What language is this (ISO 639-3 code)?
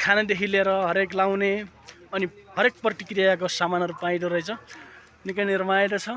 nep